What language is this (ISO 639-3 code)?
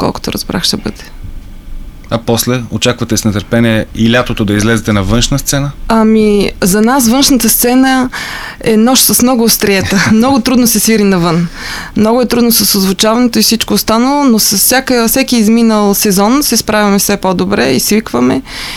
bul